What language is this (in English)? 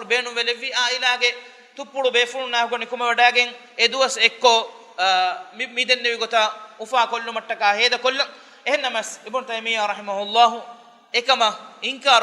Divehi